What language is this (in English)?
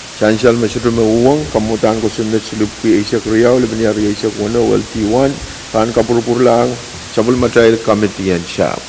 Pohnpeian